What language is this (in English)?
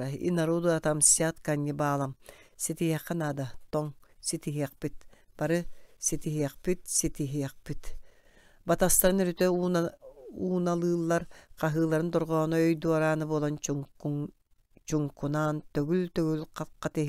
Yakut